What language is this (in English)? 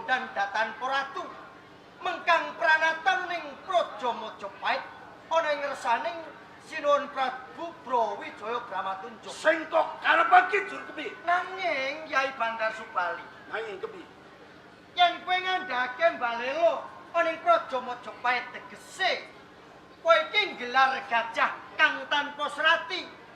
Javanese